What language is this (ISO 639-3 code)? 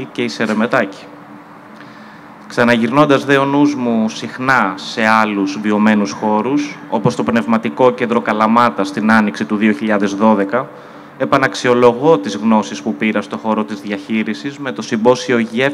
ell